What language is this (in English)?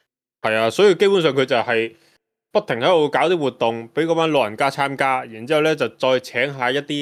Cantonese